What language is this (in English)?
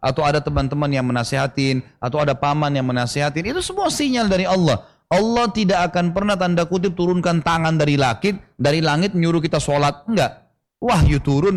Indonesian